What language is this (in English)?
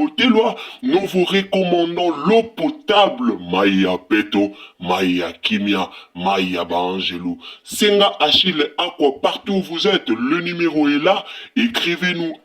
Lingala